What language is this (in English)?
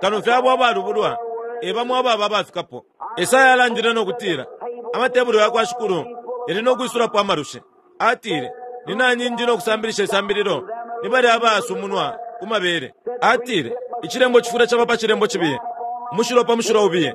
Bemba